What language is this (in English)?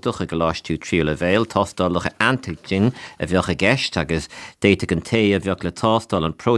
Irish